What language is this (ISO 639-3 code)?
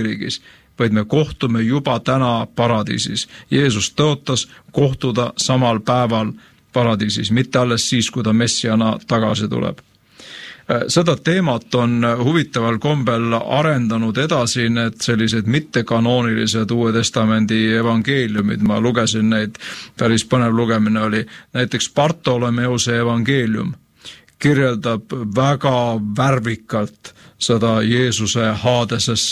est